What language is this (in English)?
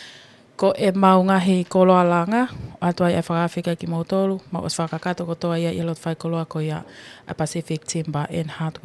Tongan